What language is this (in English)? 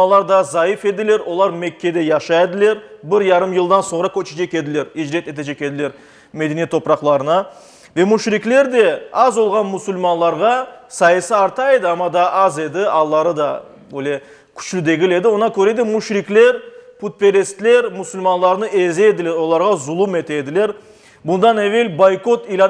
Crimean Tatar